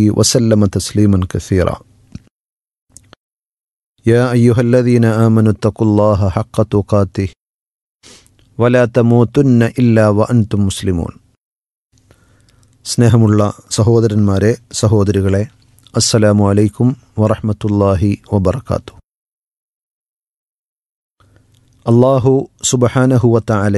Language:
Malayalam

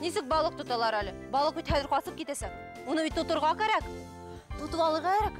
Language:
Bashkir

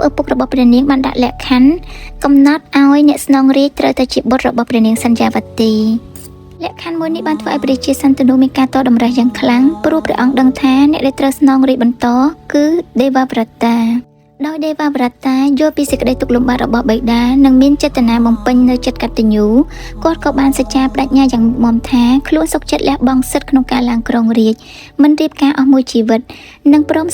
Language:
Khmer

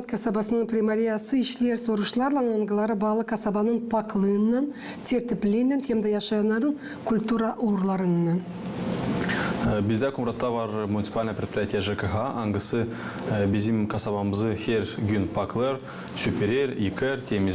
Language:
Gagauz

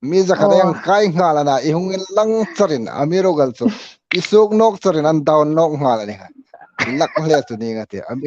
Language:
Hmar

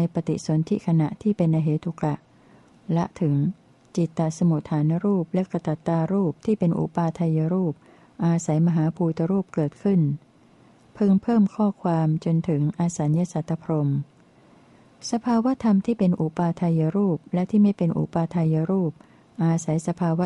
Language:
Thai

